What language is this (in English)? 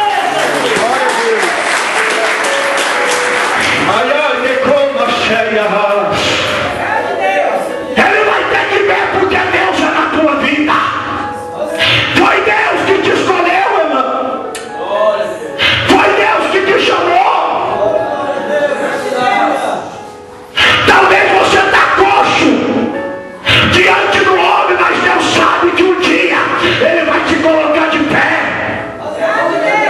Portuguese